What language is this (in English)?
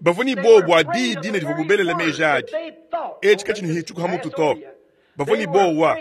Luba-Lulua